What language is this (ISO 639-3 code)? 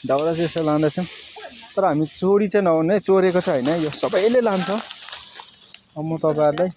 nep